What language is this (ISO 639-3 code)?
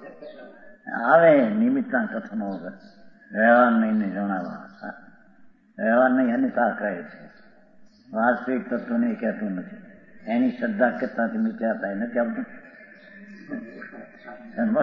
guj